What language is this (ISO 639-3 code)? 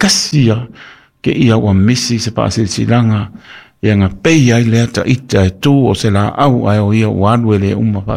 smo